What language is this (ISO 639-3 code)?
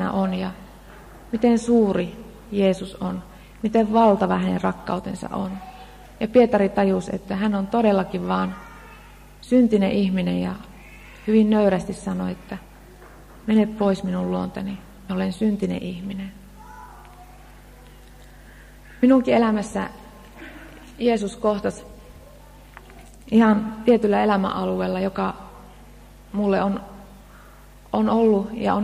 fin